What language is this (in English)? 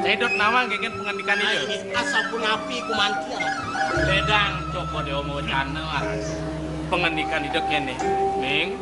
Balinese